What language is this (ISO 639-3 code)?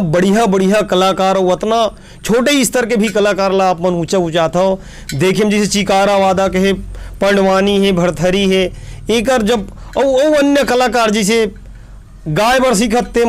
hne